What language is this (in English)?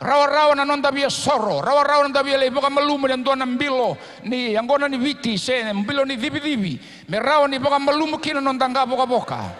Fijian